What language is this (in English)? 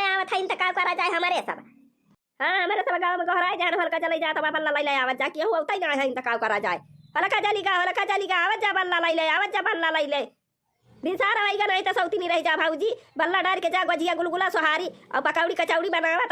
Awadhi